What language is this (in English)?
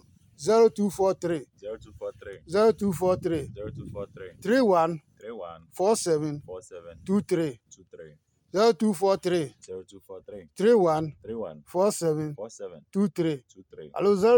Adangme